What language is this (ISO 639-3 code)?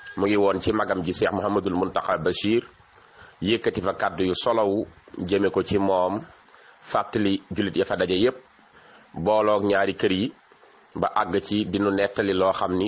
wol